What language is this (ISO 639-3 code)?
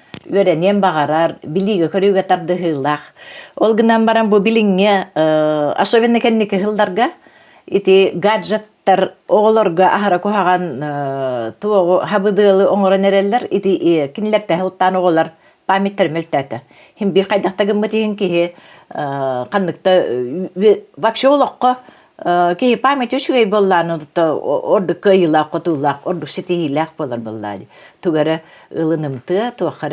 sah